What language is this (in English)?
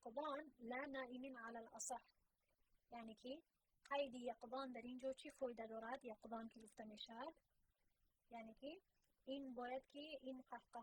Tajik